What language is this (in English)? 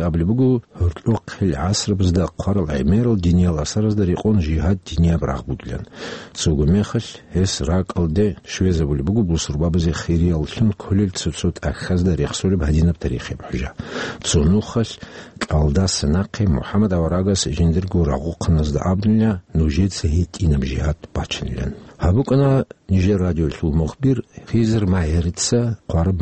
Avaric